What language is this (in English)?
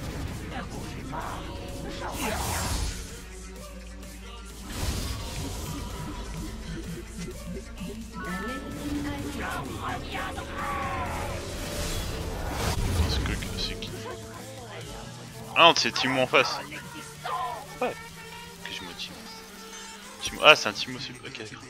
French